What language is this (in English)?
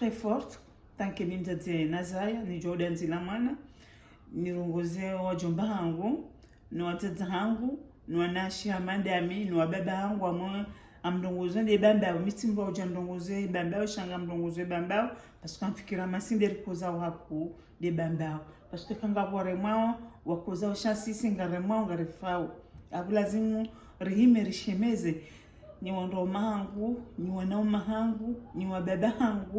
Ngazidja Comorian